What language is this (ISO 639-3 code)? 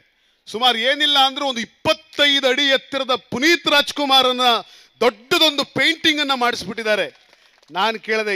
kan